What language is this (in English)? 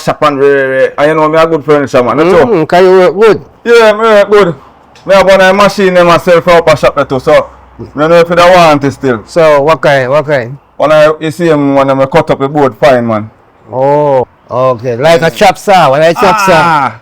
Jamaican Creole English